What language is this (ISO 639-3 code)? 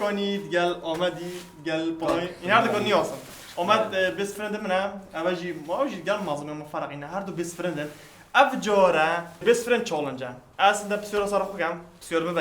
kur